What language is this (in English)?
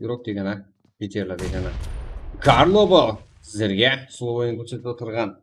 Kara-Kalpak